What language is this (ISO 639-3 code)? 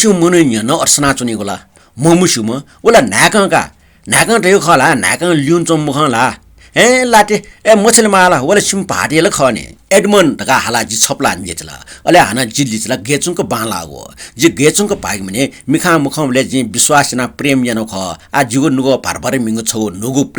new